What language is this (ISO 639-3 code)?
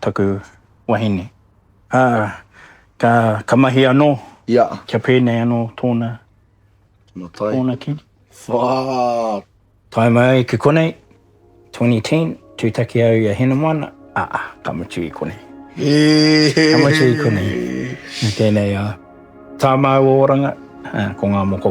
mri